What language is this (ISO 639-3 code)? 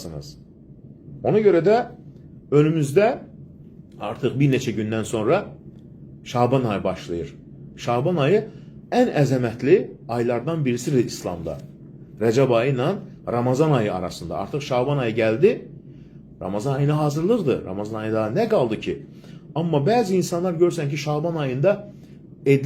aze